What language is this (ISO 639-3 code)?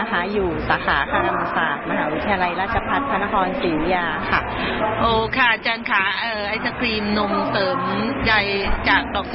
tha